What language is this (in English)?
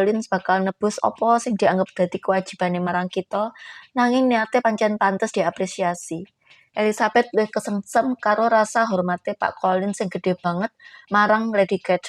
Javanese